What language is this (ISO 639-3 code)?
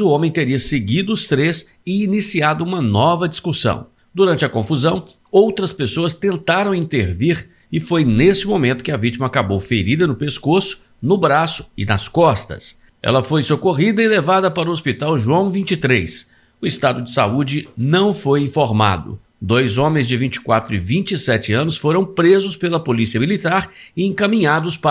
por